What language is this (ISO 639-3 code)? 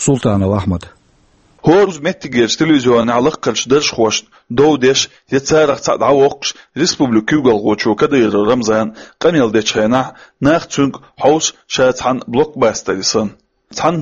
che